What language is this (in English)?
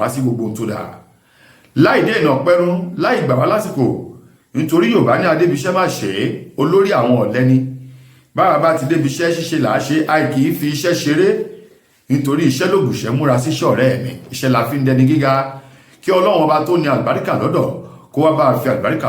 Yoruba